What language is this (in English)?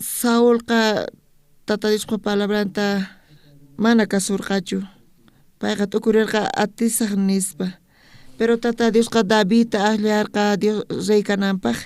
South Bolivian Quechua